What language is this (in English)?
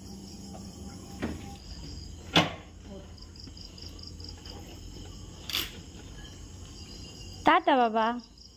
Bangla